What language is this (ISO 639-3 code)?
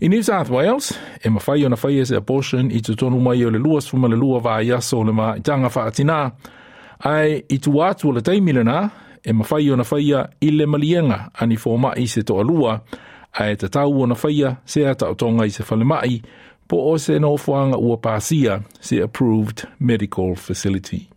smo